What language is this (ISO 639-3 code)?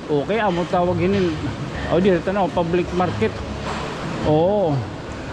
war